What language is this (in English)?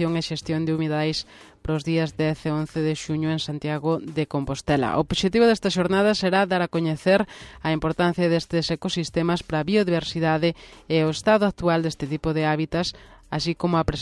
Galician